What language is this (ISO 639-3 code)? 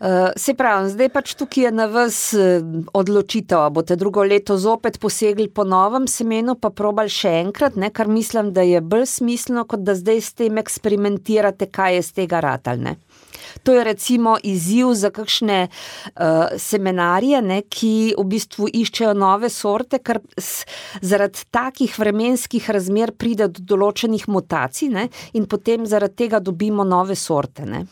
slv